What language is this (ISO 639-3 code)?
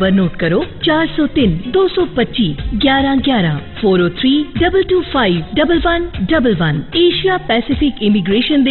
pan